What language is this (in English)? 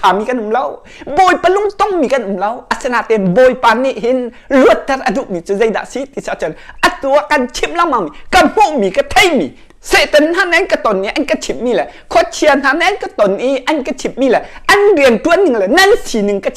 Hakha Chin